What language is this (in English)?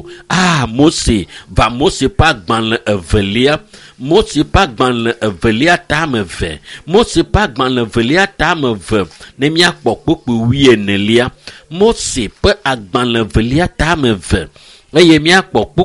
Ewe